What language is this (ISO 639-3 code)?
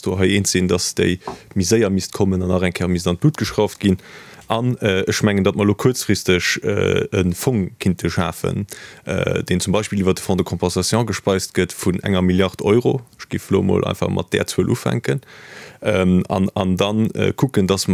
ltz